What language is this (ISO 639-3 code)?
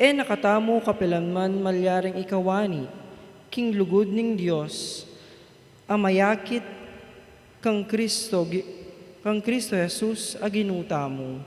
pam